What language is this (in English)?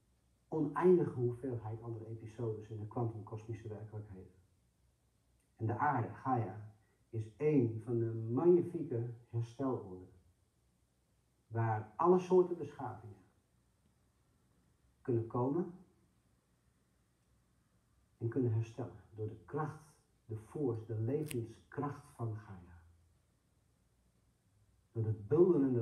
Dutch